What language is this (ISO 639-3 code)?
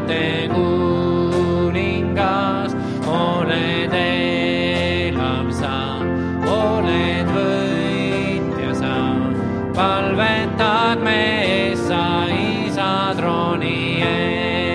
est